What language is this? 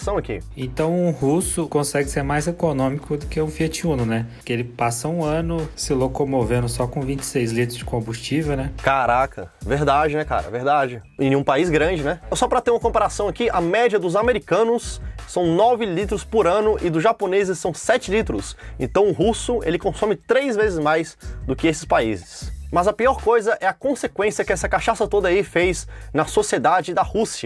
Portuguese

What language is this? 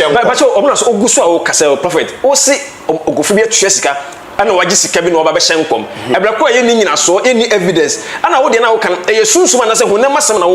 Akan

